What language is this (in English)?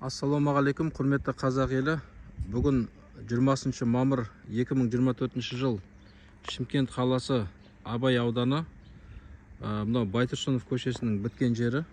Kazakh